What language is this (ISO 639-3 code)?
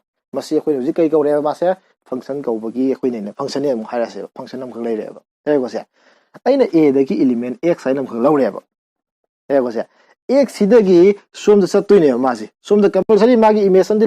mni